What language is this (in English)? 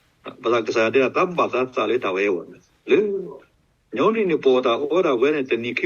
S'gaw Karen